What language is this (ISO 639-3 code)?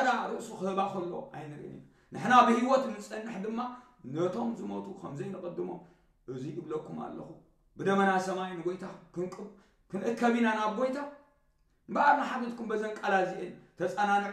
tir